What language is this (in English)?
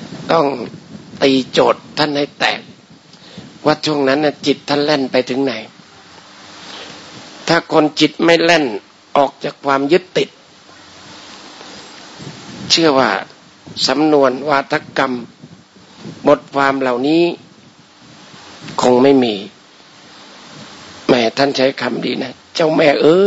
Thai